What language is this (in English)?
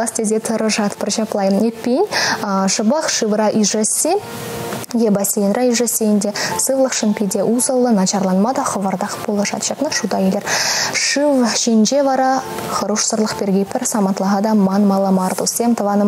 Chuvash